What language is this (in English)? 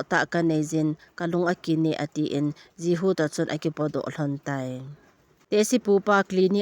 Thado Chin